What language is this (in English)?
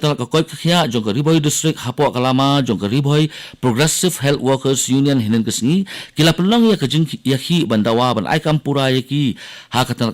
Khasi